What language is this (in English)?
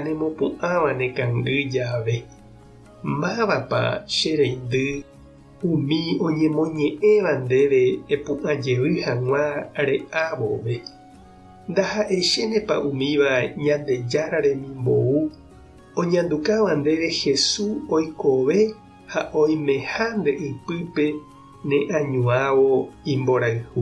Guarani